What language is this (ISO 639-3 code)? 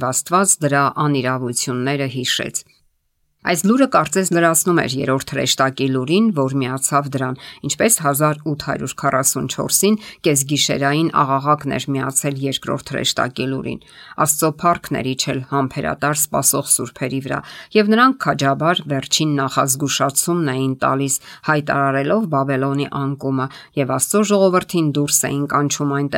hye